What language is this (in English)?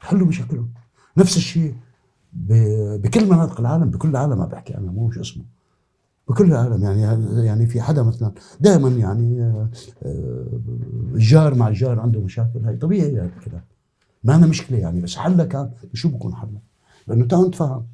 North Levantine Arabic